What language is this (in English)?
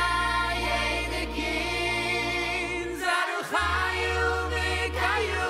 Yiddish